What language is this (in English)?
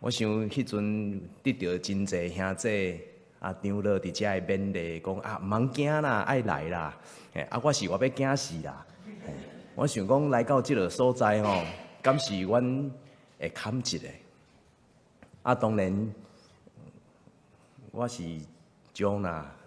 Min Nan Chinese